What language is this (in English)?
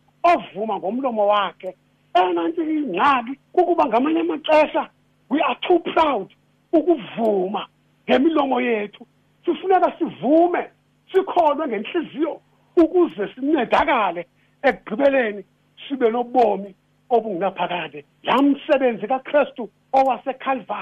Xhosa